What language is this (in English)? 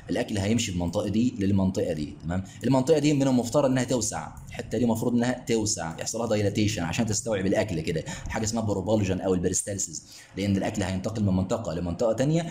Egyptian Arabic